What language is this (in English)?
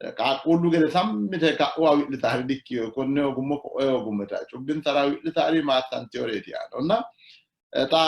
Sidamo